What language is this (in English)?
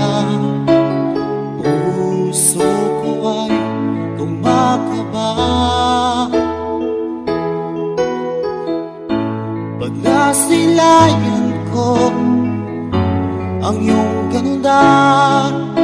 Filipino